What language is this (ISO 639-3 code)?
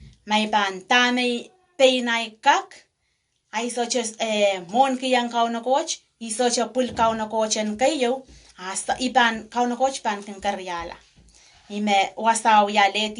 pon